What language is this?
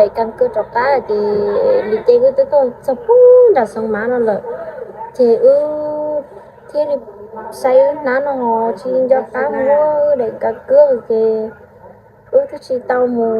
Hmong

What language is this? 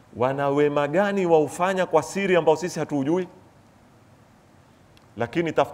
Swahili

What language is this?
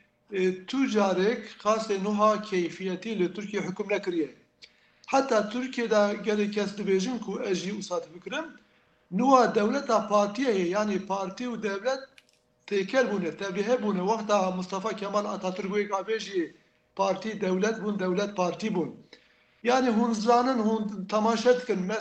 Kurdish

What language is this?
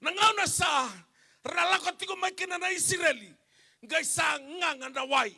Fijian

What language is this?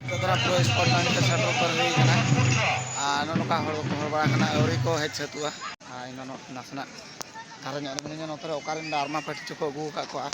Santali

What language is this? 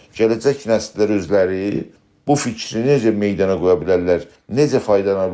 South Azerbaijani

